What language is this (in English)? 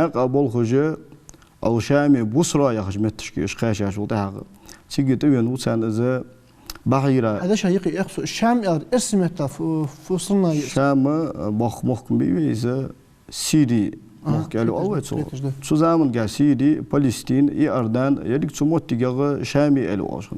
Ingush